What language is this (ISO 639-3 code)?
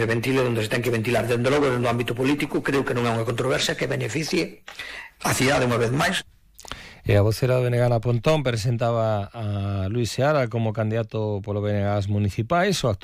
glg